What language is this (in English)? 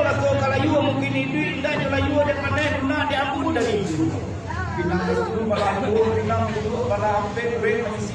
Minangkabau